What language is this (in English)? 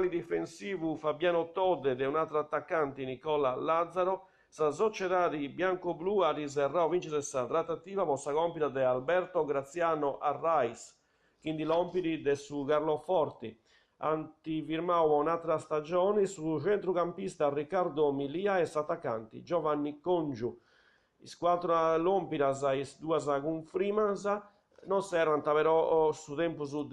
Sardinian